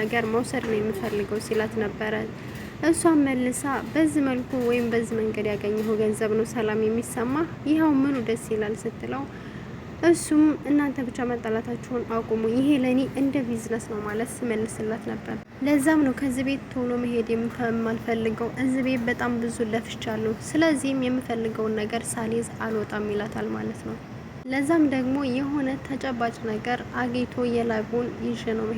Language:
Amharic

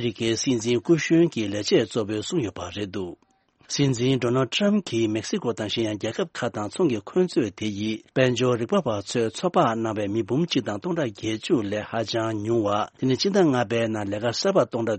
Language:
Tibetan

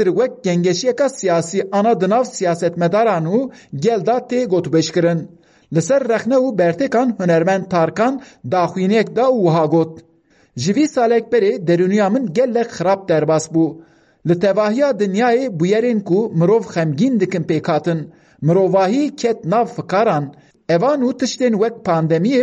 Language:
Kurdish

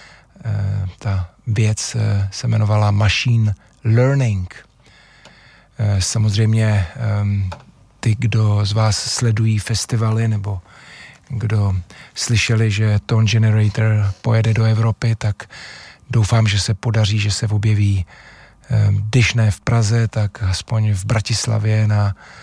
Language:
Czech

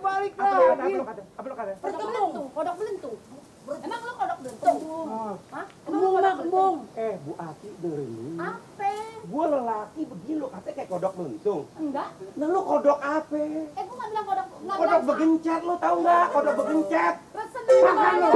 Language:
Betawi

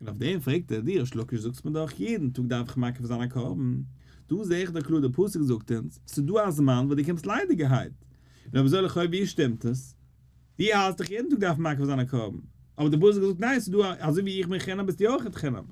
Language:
Yiddish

